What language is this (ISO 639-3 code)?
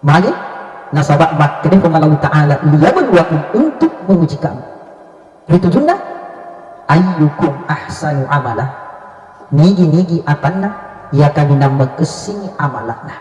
bug